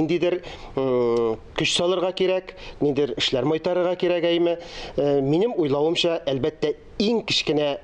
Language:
Tatar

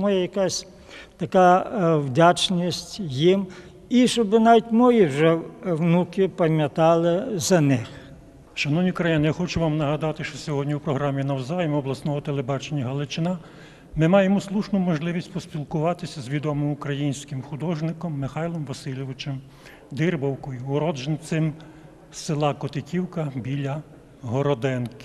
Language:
Ukrainian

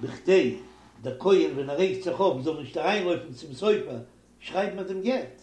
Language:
Yiddish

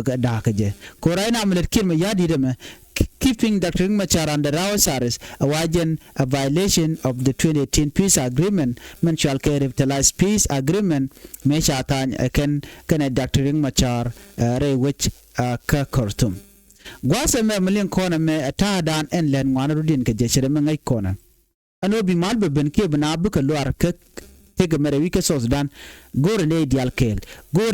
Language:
Nuer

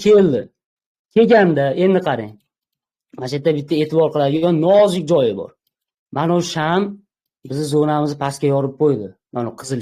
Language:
Uzbek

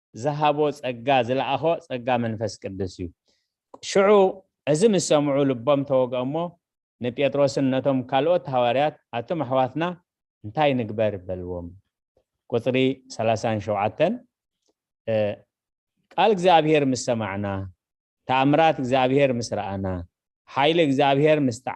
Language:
Tigrinya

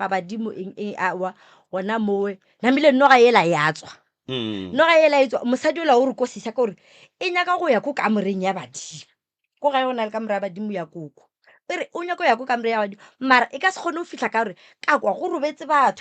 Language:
Northern Sotho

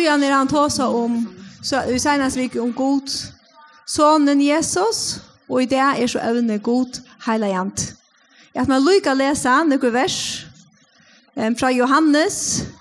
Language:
Faroese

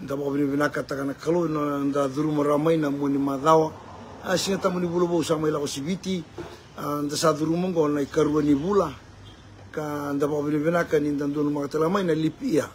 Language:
Fijian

